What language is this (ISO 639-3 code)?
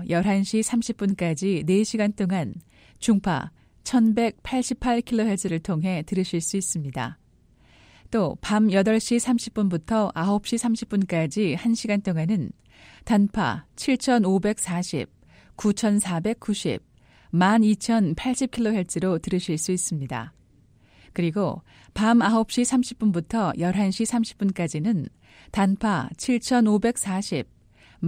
kor